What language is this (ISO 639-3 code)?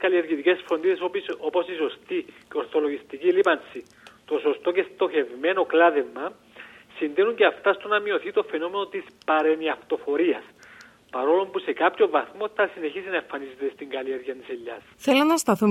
ell